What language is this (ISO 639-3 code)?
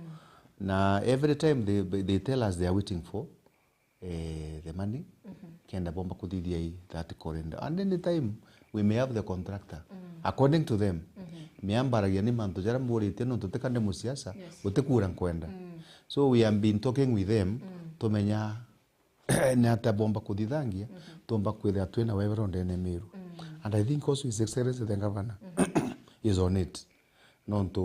mer